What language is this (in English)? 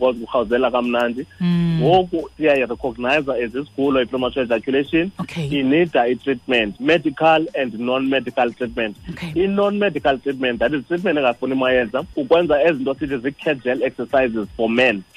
Xhosa